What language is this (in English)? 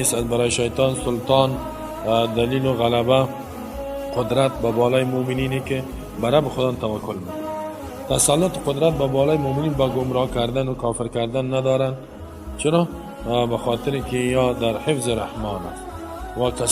Persian